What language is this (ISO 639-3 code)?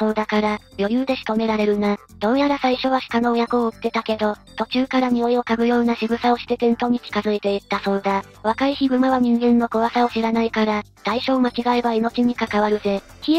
jpn